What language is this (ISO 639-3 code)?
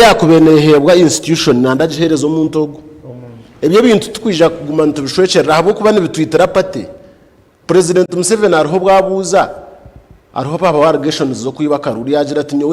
nyn